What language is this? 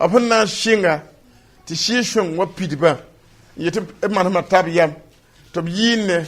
Mossi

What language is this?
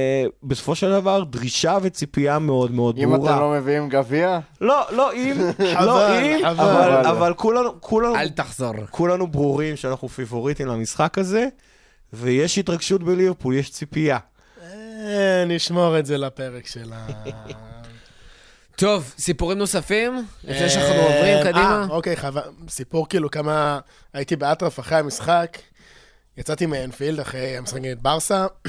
Hebrew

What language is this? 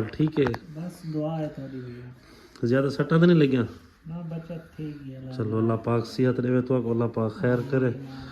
Saraiki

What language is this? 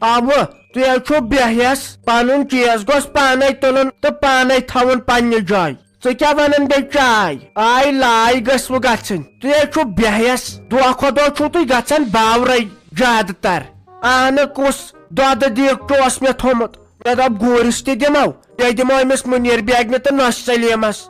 Kashmiri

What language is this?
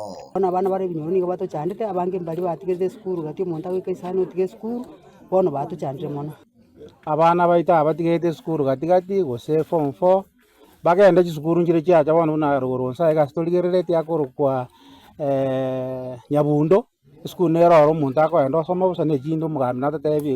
Gusii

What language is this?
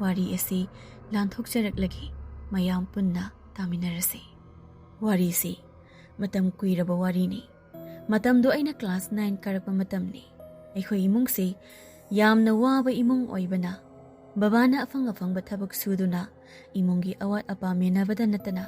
Manipuri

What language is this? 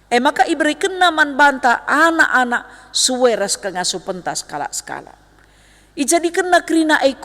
Batak Karo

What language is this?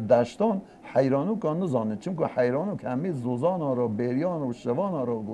Kurdish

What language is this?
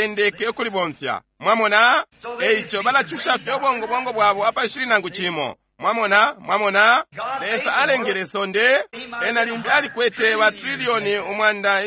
Bemba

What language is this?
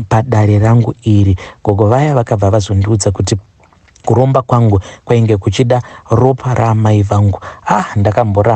Shona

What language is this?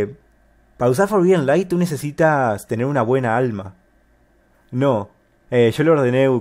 Spanish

